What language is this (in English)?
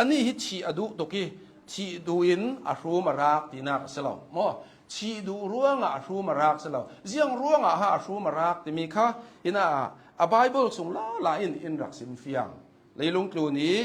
Hakha Chin